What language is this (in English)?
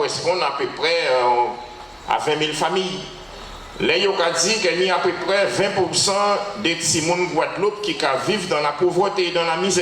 Guadeloupean Creole French